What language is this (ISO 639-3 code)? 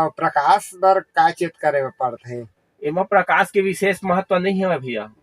hne